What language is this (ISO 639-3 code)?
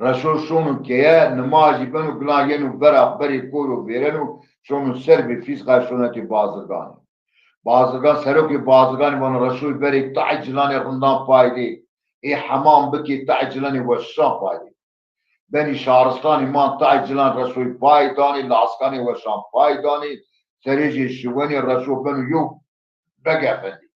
zza